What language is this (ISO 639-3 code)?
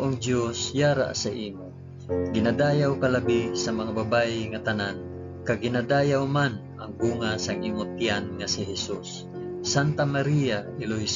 hil